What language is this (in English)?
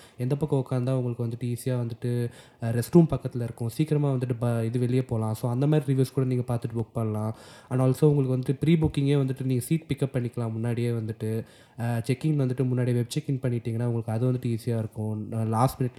Tamil